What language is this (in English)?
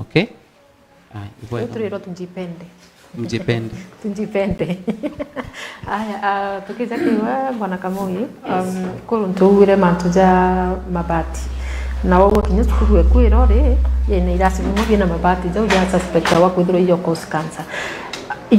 Meru